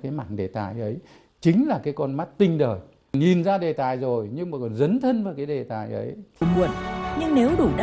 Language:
Vietnamese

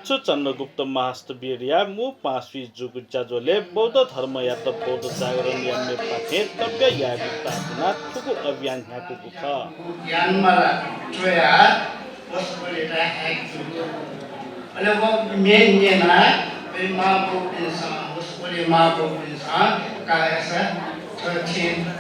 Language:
Newari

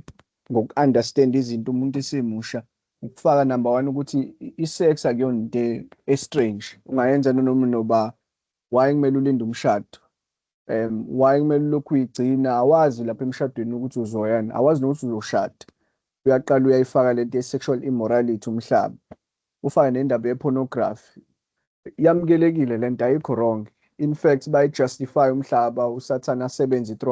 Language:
Zulu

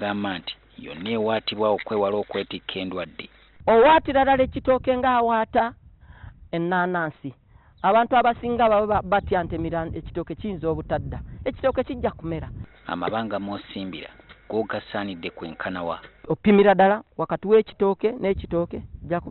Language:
Ganda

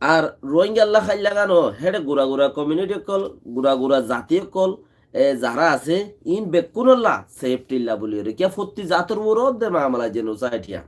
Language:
Rohingya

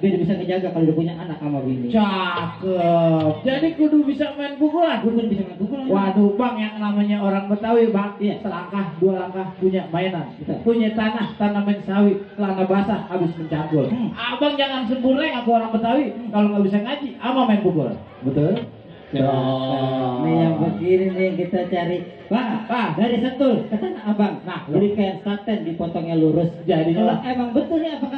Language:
Betawi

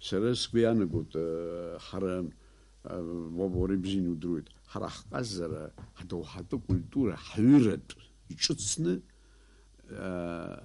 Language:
Abkhazian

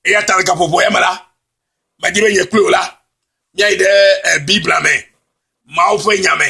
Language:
Ewe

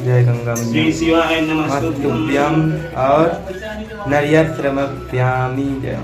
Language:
Chhattisgarhi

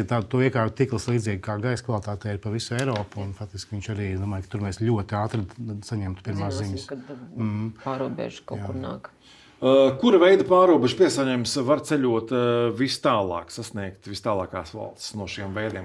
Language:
Latvian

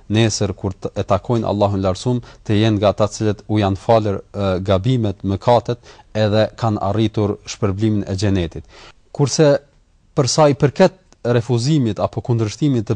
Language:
Albanian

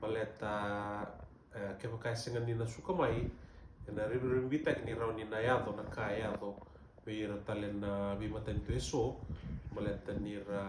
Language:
Fijian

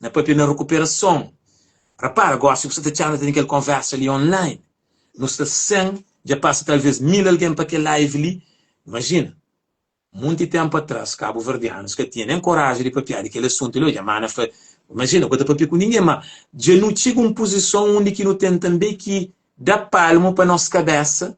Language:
Kabuverdianu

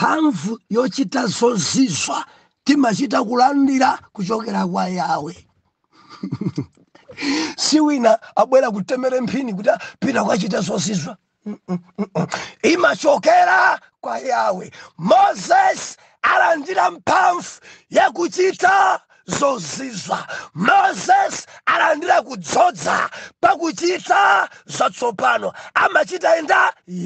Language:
Nyanja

